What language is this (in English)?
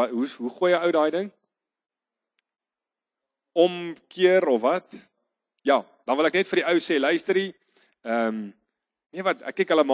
Afrikaans